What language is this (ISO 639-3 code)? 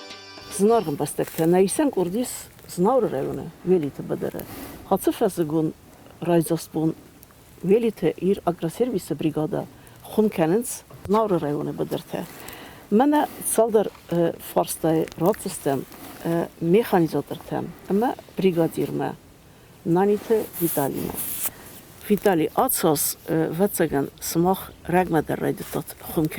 oss